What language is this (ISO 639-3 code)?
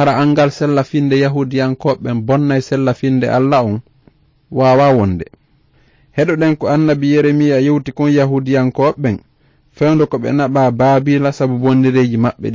ful